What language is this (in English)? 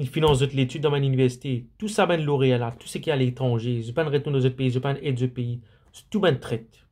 Morisyen